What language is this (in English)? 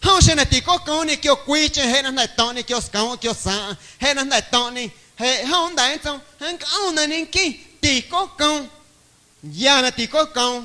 Guerrero Amuzgo